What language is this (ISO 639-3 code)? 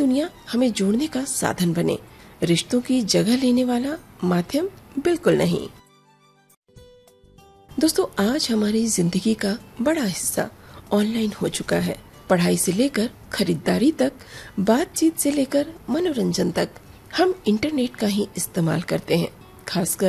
hin